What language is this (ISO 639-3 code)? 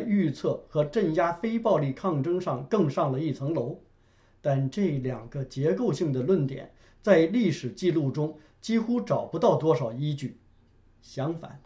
zho